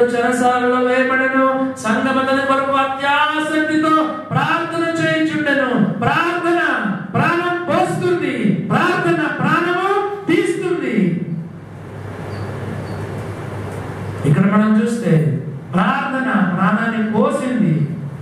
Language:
Telugu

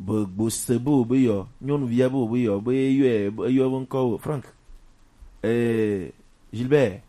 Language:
Gen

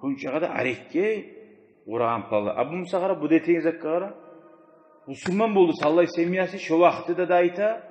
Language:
Kumyk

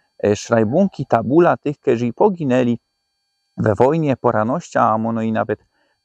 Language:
Silesian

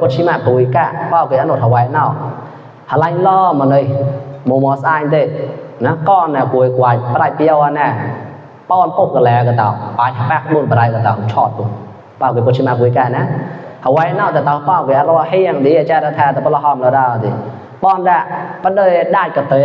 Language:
Mon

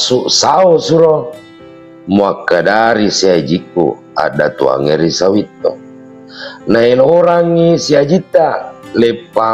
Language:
Buginese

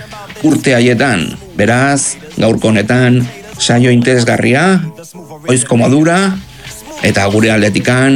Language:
Basque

